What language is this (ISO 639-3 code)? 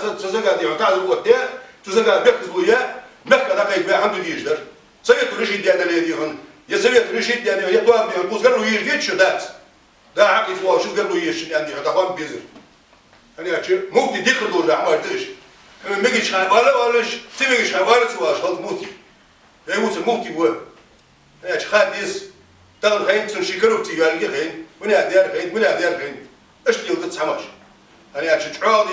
inh